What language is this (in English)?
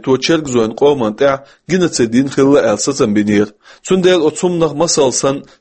Chechen